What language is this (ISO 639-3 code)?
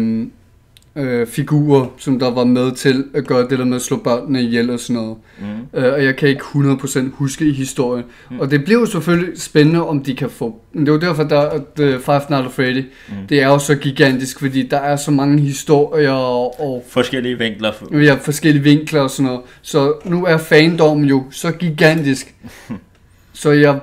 dan